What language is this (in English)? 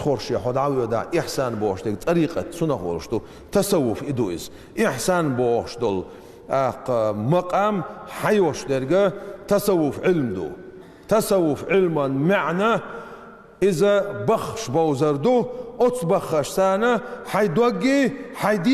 Chechen